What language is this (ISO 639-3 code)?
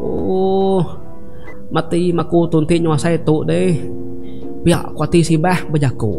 iba